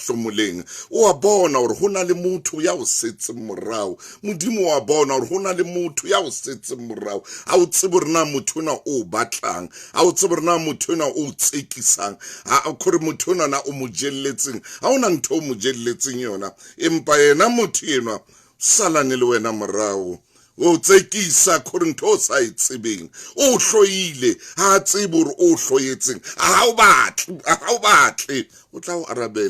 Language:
Southern Sotho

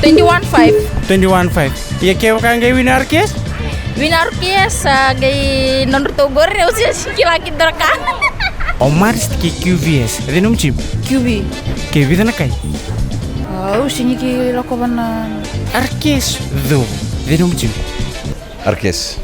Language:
Fijian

